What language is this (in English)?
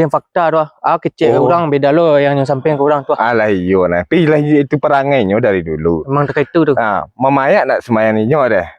Minangkabau